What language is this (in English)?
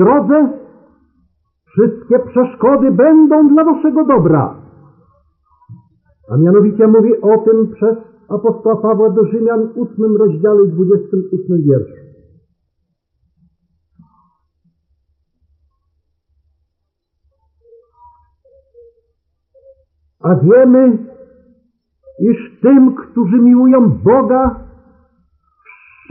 Polish